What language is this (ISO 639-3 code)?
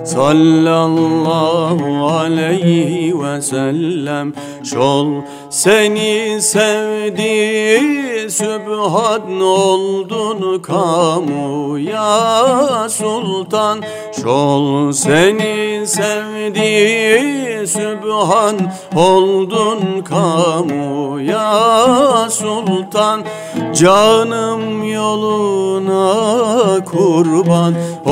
tur